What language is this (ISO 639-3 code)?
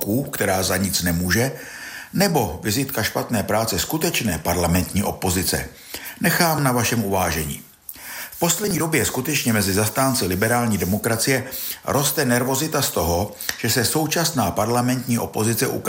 ces